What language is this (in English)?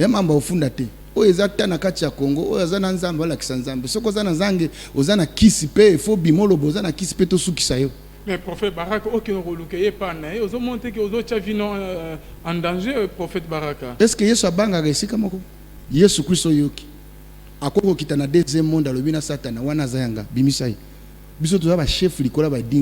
Lingala